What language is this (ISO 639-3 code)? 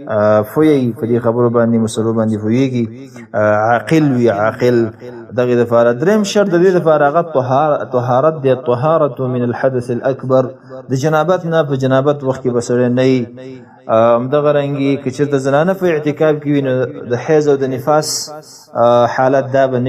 pus